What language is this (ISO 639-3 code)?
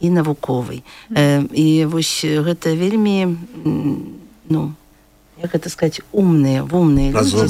bel